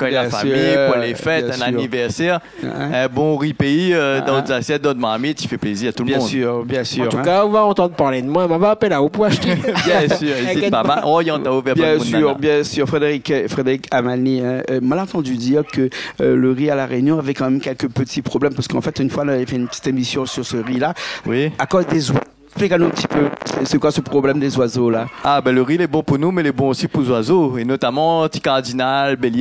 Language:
Réunion Creole French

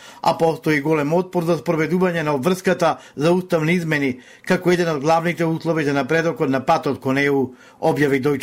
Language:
Macedonian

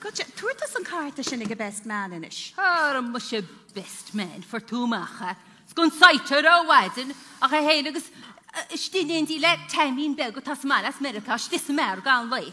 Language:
Irish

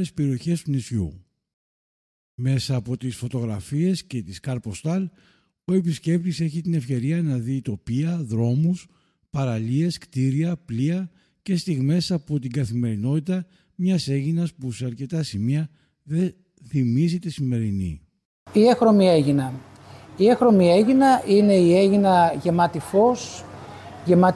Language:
Greek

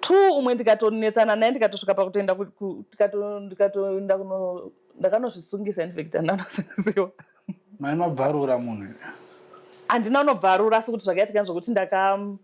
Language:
Shona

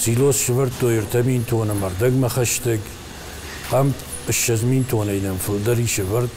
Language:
Ossetic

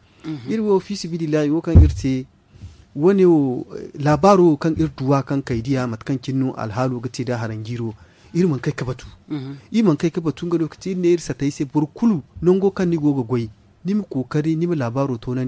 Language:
Zarma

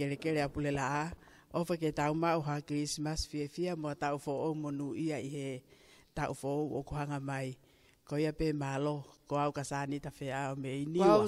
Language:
Tongan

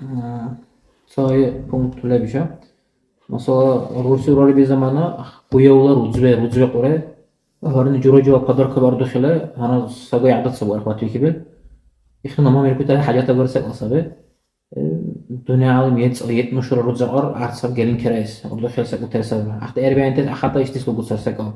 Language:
Dargwa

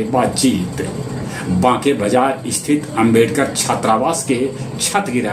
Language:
Magahi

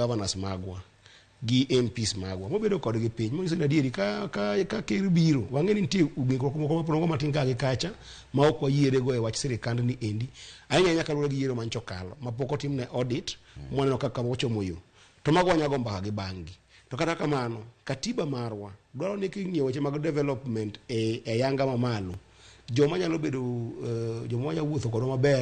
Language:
Luo (Kenya and Tanzania)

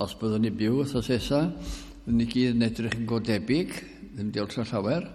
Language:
Welsh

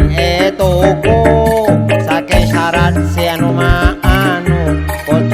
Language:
Madurese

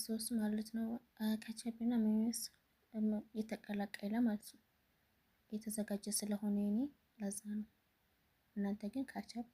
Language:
Amharic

